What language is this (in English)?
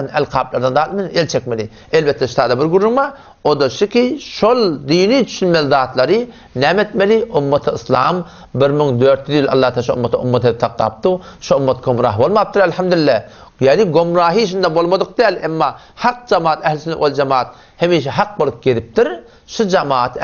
Turkmen